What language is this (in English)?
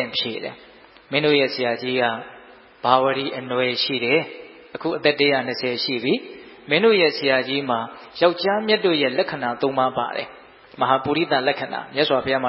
Burmese